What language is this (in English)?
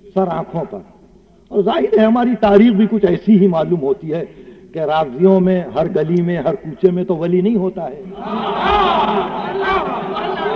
Urdu